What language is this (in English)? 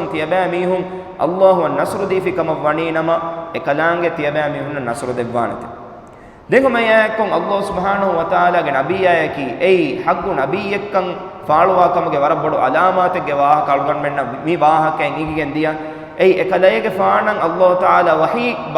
Divehi